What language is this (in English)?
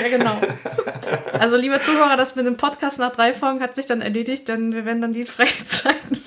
German